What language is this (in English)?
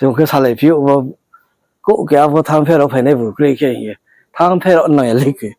Riang (India)